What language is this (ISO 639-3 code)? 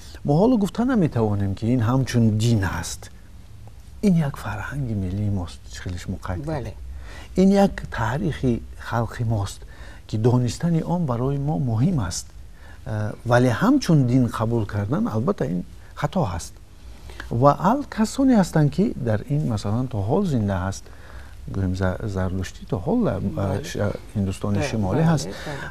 tgk